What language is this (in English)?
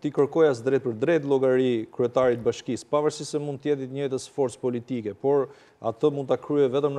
Albanian